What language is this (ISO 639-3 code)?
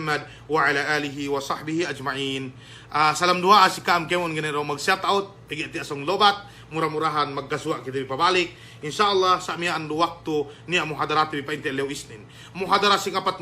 yka